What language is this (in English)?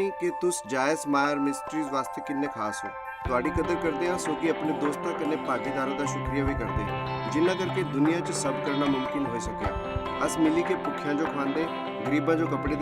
Dogri